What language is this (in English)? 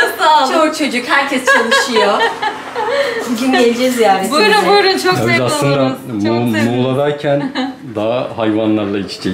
Turkish